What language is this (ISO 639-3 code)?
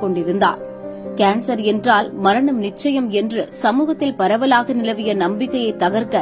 tam